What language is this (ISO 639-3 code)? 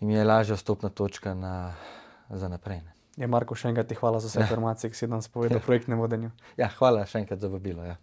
slv